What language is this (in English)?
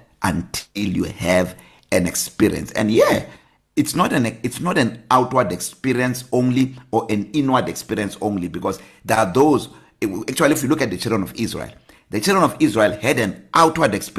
English